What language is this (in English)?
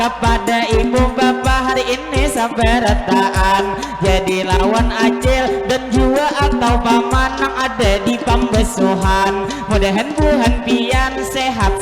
Banjar